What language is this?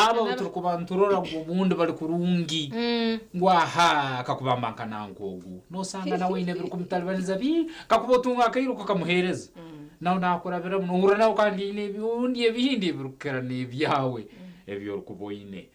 Nyankole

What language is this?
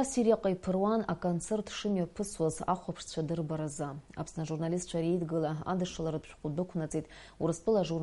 Abkhazian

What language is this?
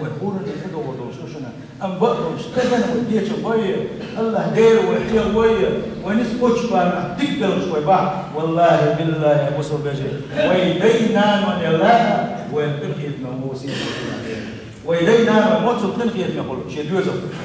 Chechen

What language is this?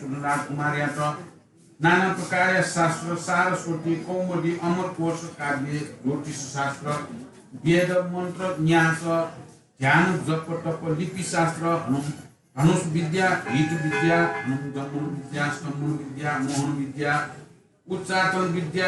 Newari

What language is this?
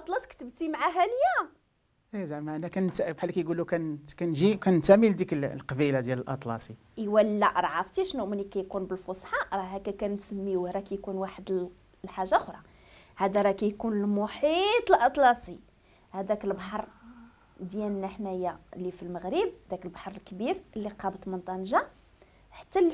Moroccan Arabic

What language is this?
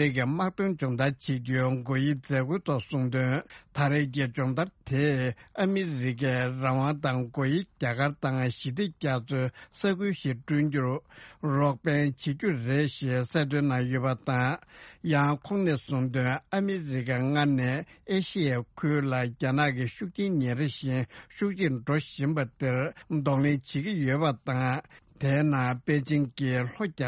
Tibetan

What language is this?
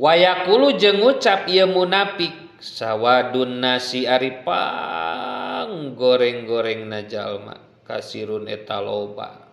Sundanese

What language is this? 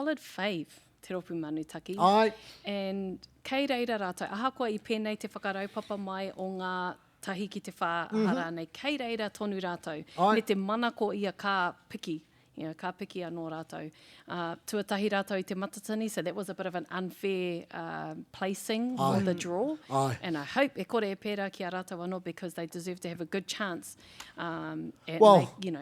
Māori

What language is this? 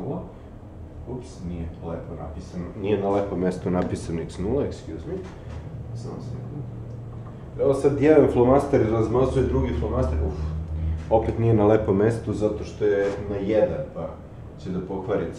Serbian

